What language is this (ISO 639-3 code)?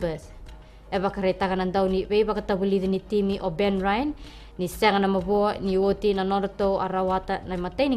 fij